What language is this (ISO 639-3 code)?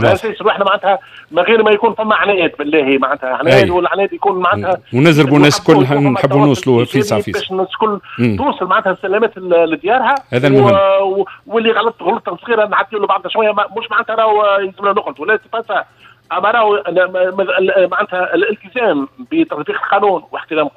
aeb